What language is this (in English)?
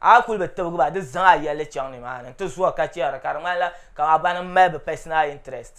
Dagbani